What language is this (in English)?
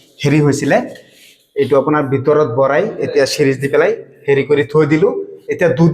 Assamese